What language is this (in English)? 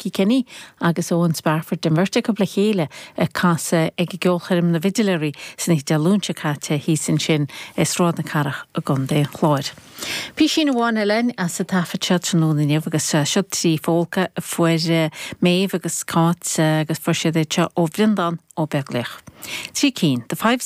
Irish